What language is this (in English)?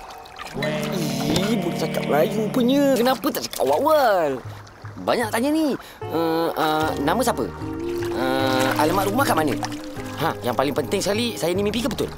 Malay